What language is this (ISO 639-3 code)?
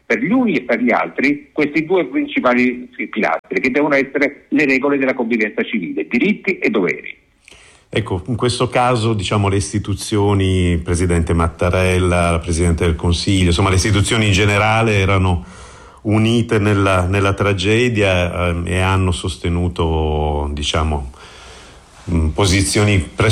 ita